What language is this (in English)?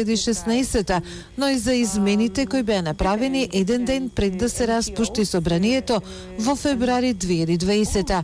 Macedonian